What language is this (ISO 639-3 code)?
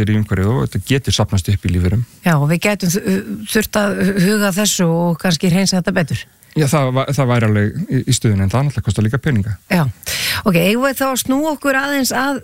isl